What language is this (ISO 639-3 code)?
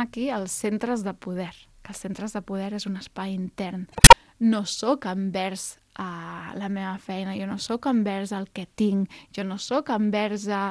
cat